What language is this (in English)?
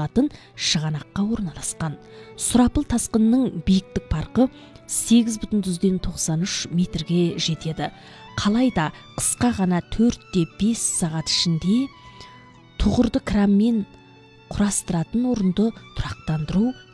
Kazakh